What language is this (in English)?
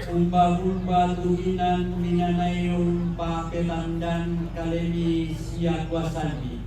Toraja-Sa'dan